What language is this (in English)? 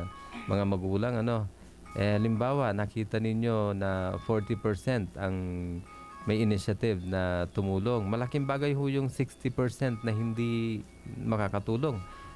Filipino